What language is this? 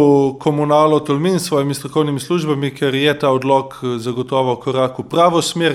Slovenian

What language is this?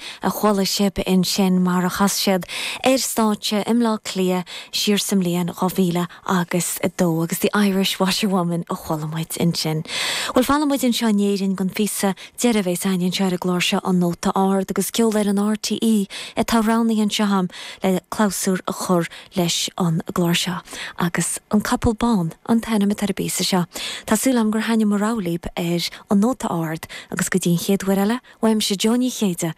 Irish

